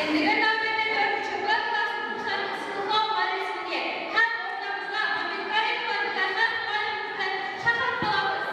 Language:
Kara-Kalpak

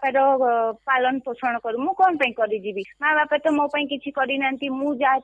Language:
Odia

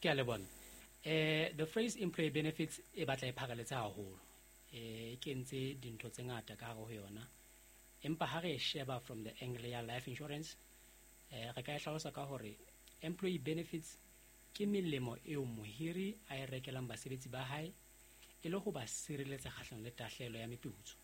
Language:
Southern Sotho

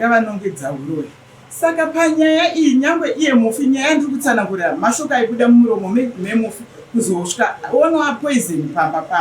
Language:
Shona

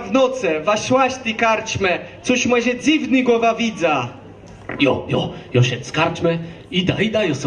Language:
Kashubian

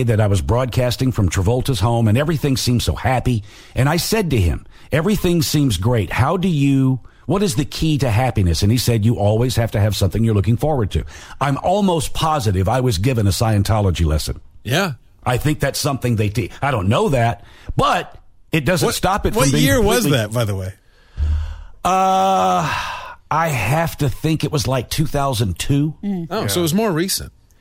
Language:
English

